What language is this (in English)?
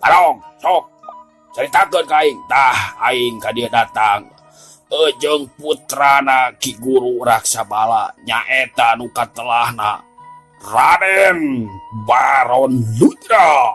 Sundanese